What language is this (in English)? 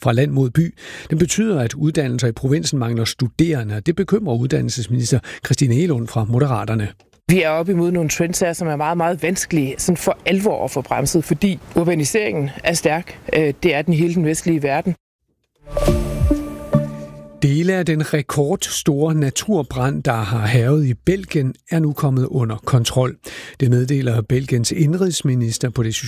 Danish